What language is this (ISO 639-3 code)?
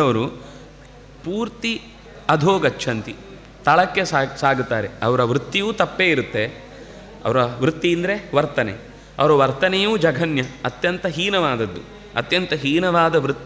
kan